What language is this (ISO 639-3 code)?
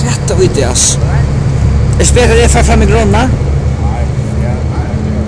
fao